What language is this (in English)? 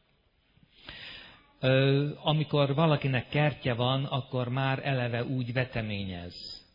Hungarian